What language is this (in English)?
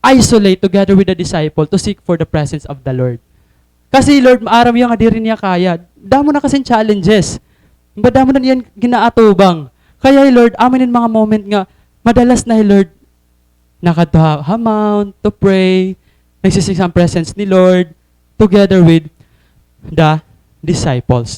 Waray